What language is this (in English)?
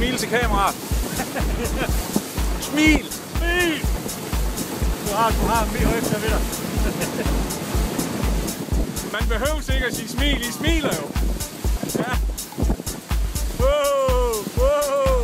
Danish